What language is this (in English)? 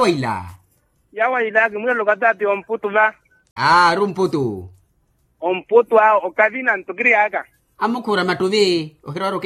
Makhuwa